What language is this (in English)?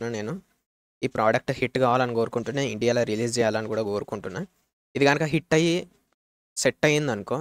Telugu